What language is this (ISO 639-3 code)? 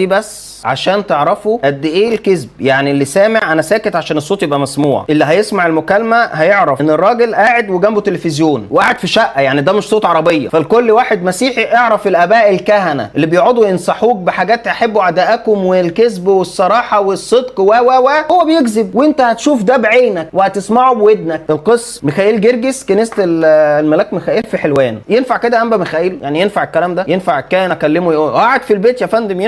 arz